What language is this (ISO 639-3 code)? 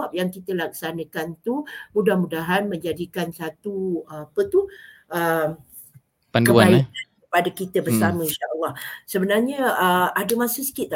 msa